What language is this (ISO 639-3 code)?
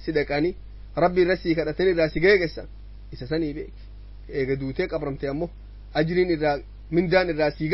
orm